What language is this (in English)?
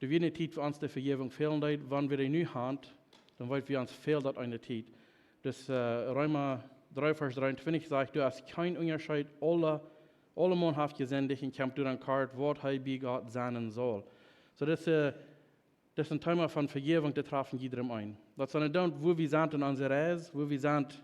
Plautdietsch